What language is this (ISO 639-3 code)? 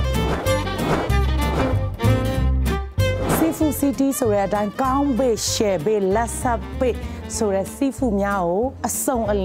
mya